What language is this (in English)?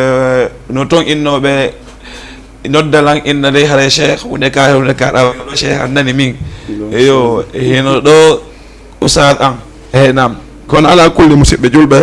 Fula